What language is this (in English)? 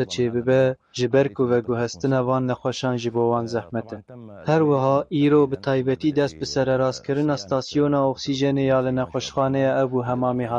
Kurdish